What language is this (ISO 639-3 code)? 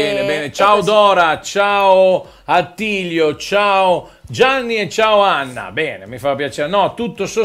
ita